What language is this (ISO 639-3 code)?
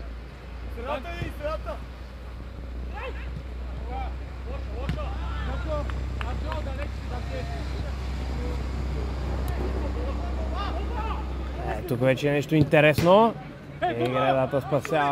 bul